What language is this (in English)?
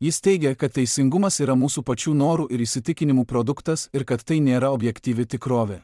Lithuanian